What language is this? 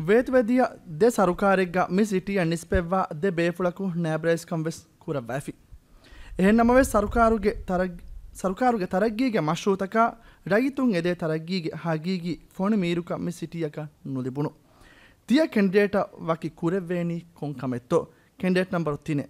Divehi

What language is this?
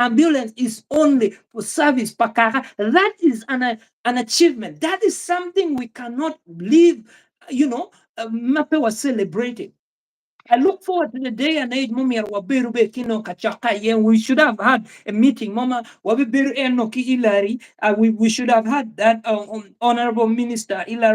Acoli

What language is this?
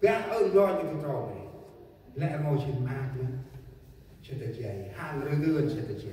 Central Mnong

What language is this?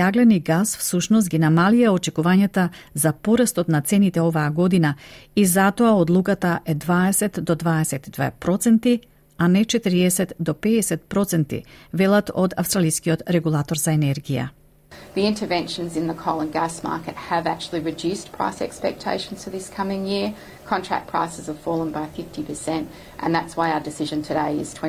Macedonian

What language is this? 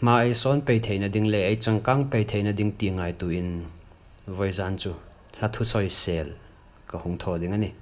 Hmar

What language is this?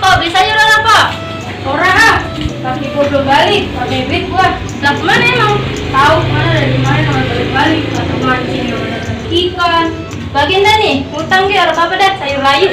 Betawi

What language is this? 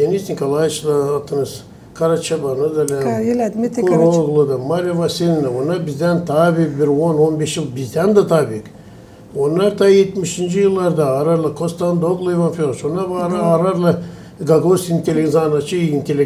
Gagauz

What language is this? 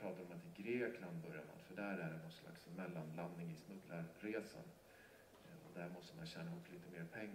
Swedish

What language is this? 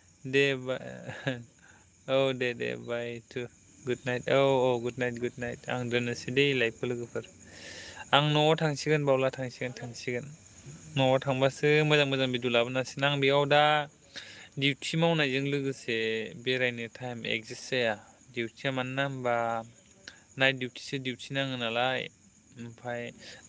Bodo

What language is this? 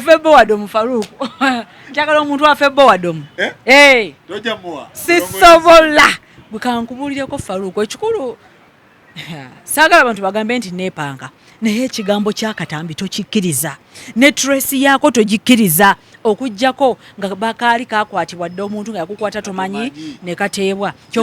Ganda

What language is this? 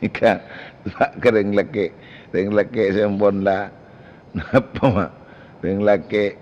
Madurese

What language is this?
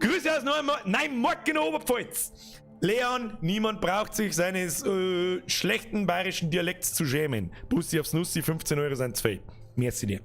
Bavarian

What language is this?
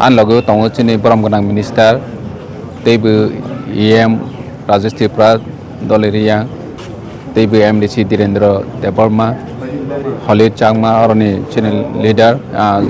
Kok Borok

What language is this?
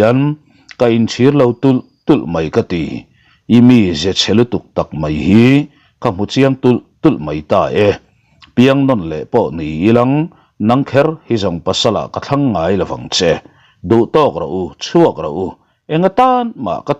Mizo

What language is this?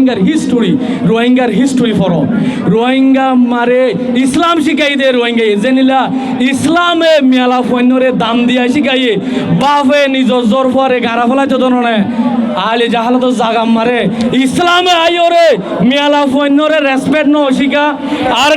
Rohingya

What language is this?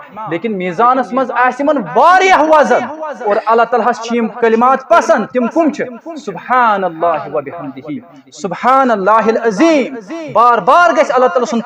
Kashmiri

